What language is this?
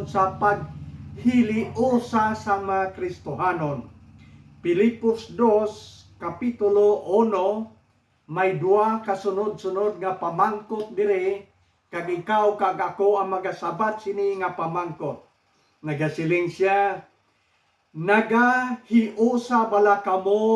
Hiligaynon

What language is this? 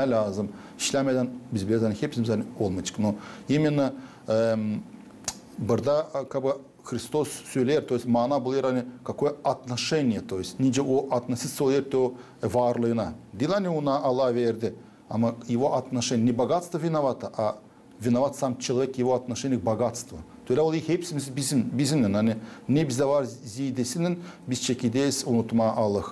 Gagauz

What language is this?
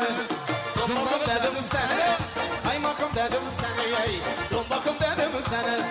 Kara-Kalpak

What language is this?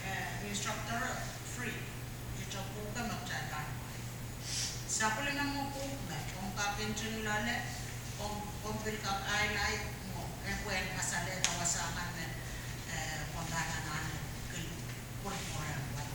Pohnpeian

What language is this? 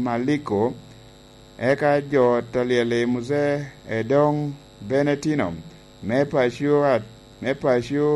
Lango (Uganda)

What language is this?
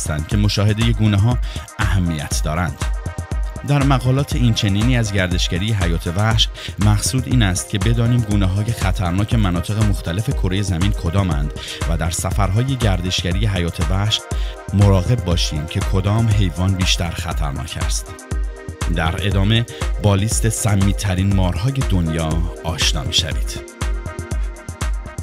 Persian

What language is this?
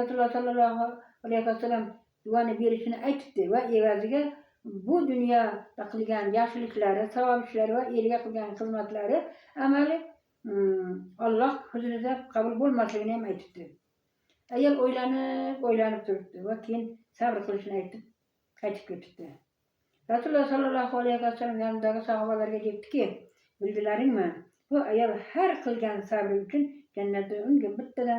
Uzbek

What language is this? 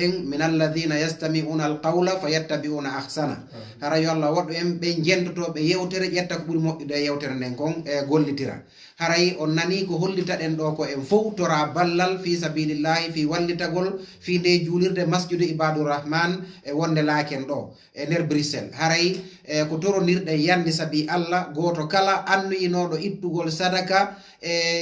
Fula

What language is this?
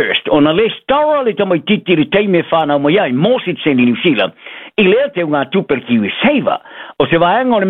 Samoan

